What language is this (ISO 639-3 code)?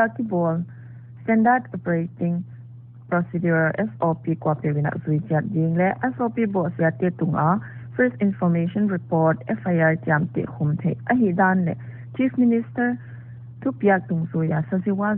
pck